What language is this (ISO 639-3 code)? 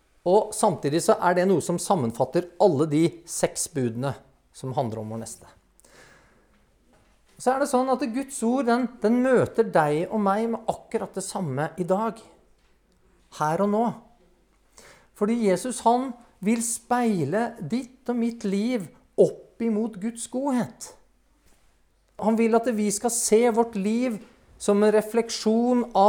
nor